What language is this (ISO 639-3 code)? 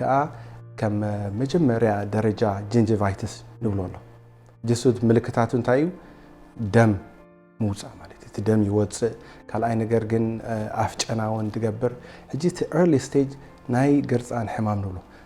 tir